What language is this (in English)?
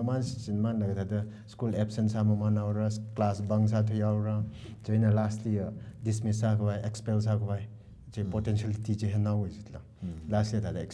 Tangkhul Naga (India)